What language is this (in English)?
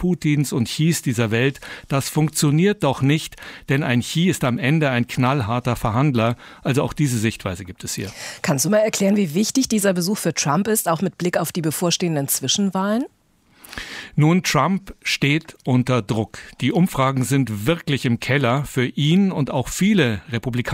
German